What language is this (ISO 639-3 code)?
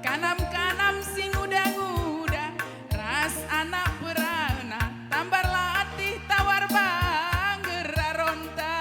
btx